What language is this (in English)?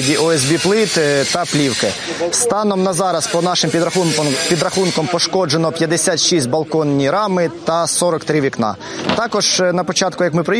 Ukrainian